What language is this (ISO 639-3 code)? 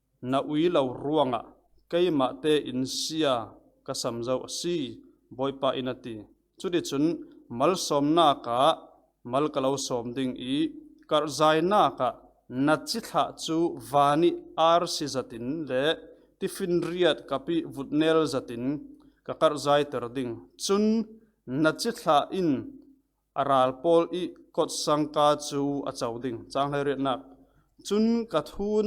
cfm